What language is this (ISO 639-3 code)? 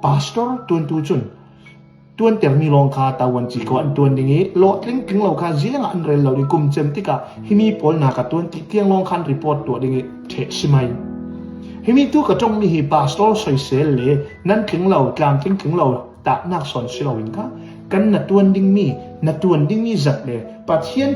cfm